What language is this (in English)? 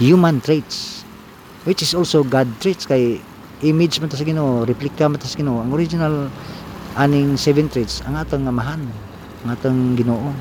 Cebuano